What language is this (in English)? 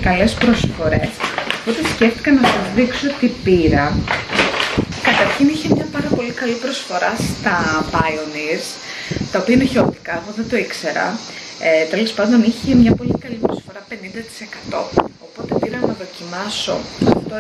Greek